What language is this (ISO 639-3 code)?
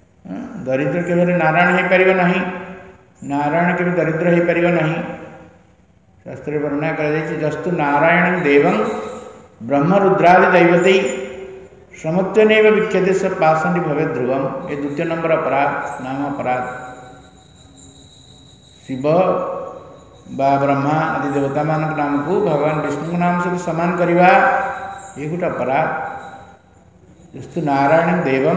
ori